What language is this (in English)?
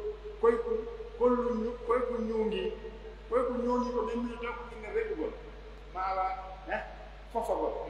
Pular